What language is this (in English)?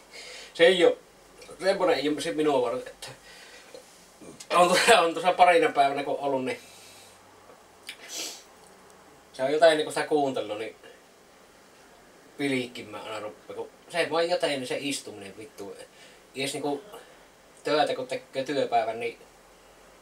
Finnish